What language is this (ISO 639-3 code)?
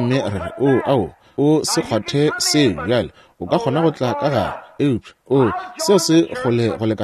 nso